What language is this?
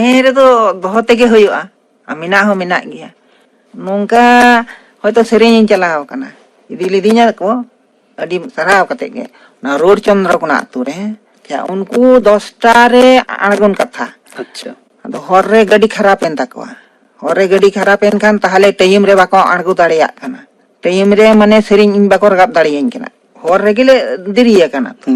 Santali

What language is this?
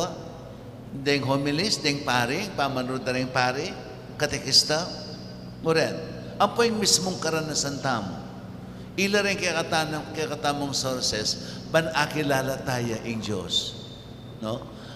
Pampanga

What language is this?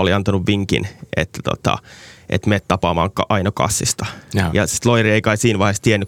Finnish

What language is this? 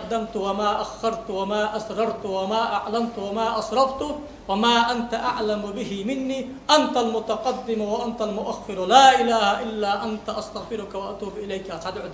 Ingush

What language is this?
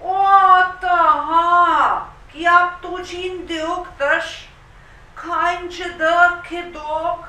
Central Ojibwa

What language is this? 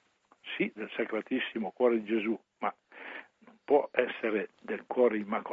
Italian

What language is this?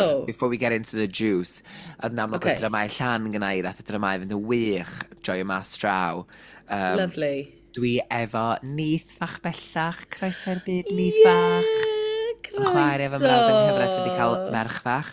Welsh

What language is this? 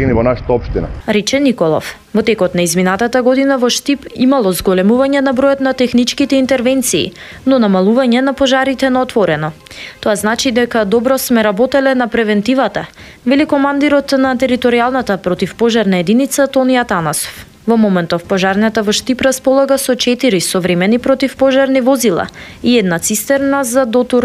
Macedonian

